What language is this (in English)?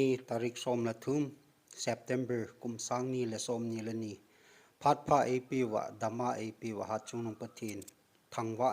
Thado Chin